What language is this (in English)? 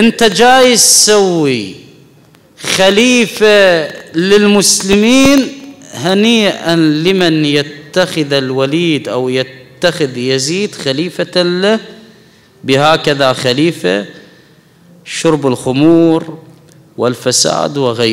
Arabic